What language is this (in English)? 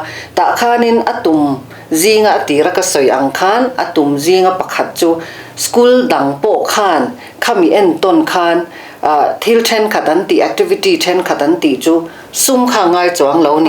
Mizo